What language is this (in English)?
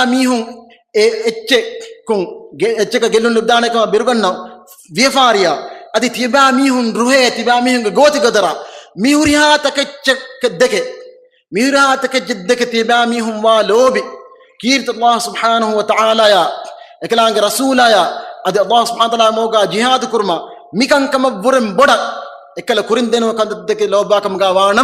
Divehi